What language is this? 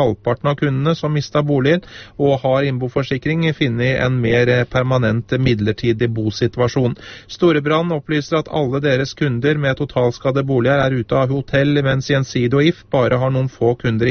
Norwegian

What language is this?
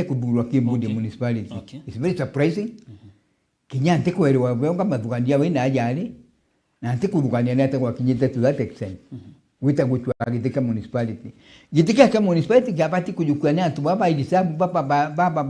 Meru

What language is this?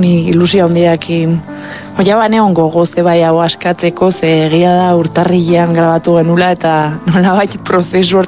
Basque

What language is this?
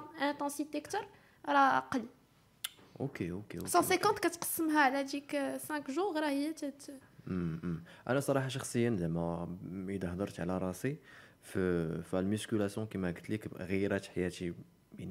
Moroccan Arabic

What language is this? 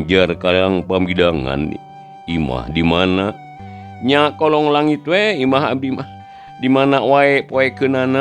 Sundanese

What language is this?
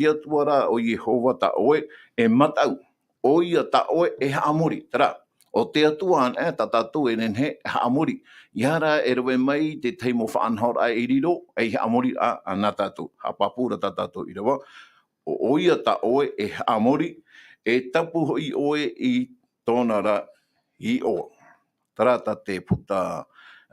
Tahitian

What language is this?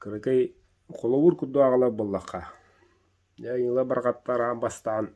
Yakut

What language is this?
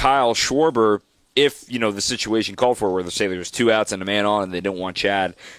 English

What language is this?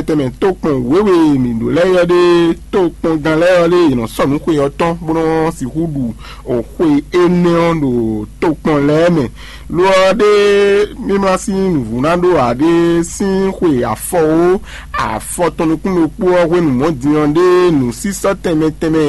Fon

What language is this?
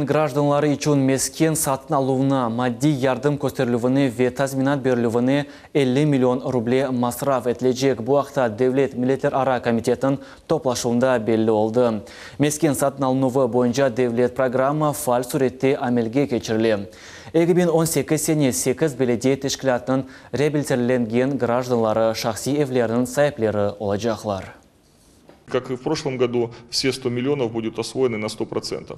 Crimean Tatar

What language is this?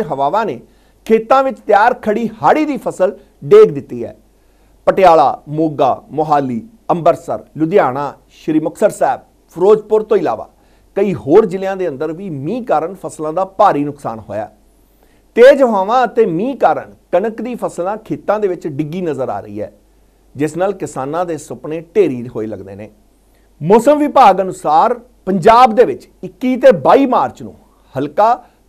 Punjabi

